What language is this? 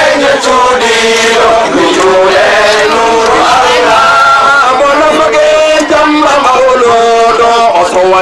Fula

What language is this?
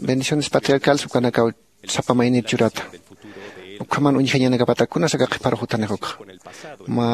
Aymara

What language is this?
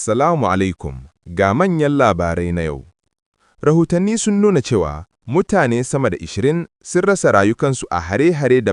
Hausa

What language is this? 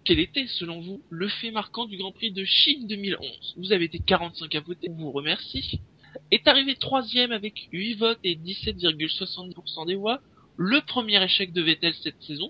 French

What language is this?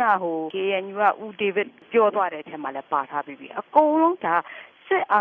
Burmese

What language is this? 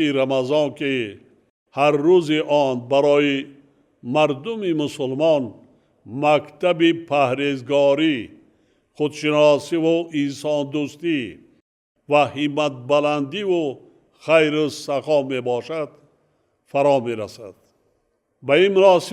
Tajik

